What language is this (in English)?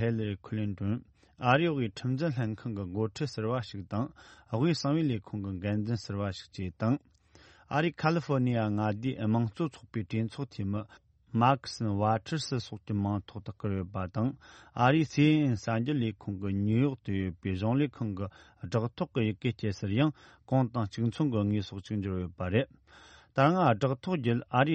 Tibetan